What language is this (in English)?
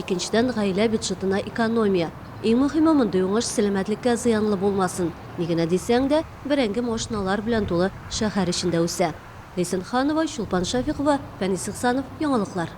Tatar